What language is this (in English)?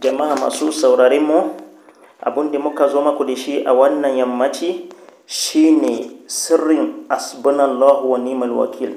Hausa